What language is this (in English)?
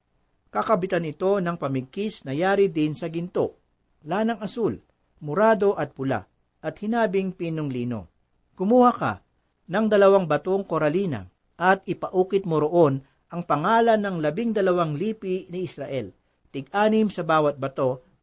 Filipino